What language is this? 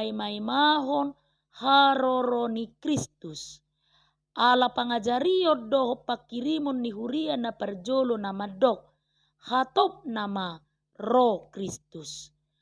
Batak Toba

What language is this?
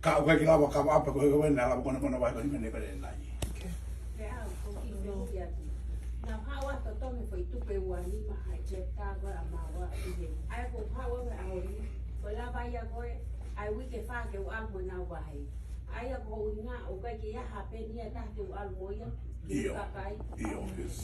Tongan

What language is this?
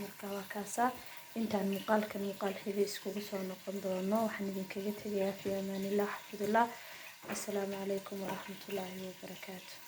Somali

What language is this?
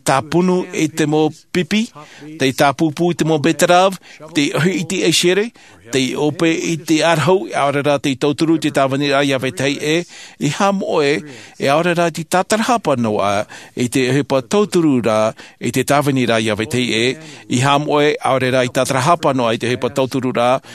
Tahitian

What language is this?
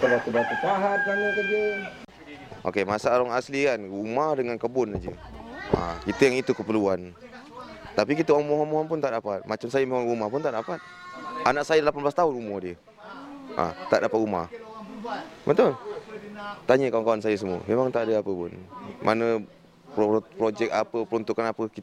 Malay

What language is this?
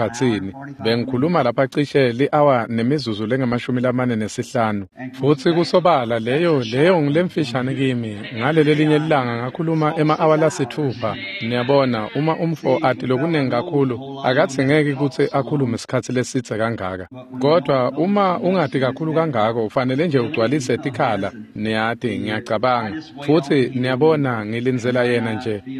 Swati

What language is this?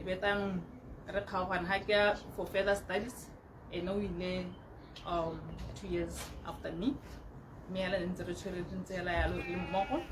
Tswana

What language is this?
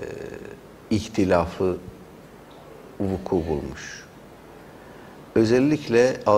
Turkish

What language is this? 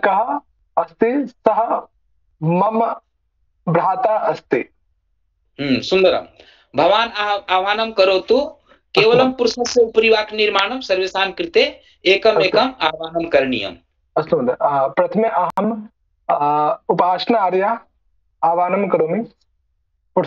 Sanskrit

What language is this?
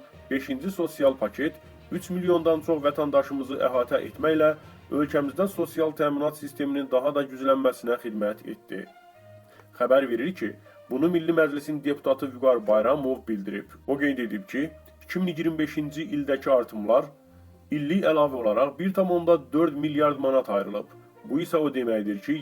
Azerbaijani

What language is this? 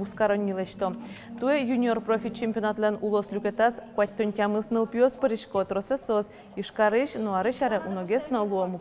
Udmurt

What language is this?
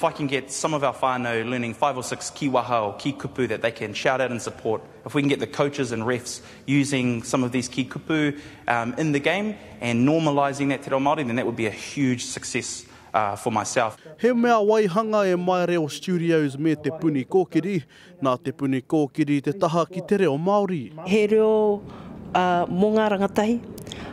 Māori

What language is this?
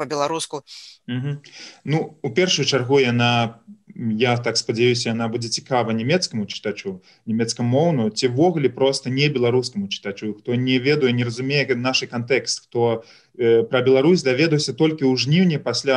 Belarusian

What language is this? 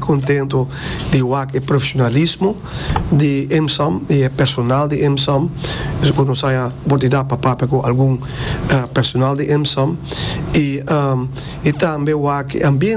Papiamento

